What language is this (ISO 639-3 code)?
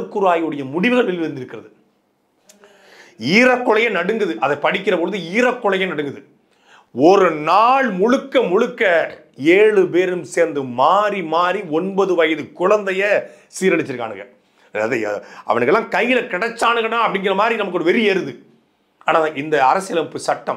tam